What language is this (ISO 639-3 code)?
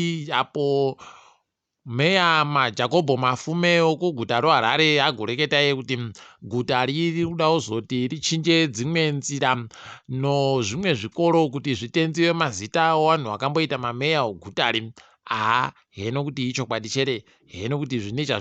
ndc